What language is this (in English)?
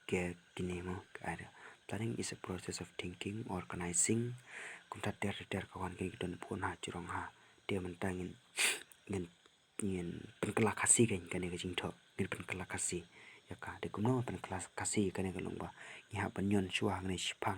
Khasi